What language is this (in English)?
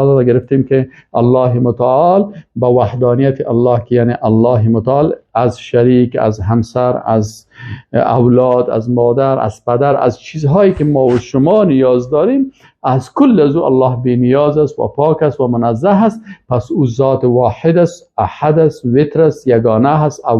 Persian